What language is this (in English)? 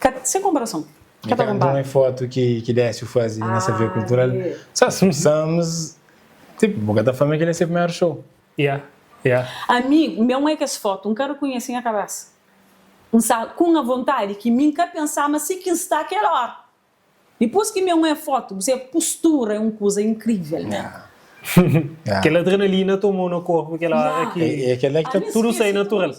Kabuverdianu